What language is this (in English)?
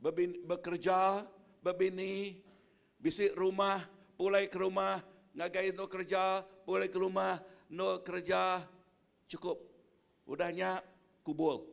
Iban